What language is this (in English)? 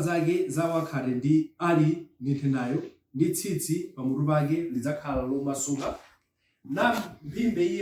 Nyanja